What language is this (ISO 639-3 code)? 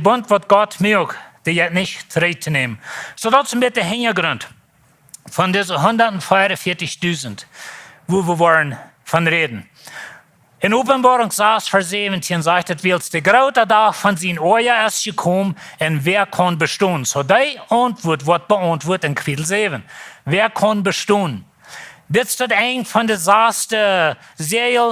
pdt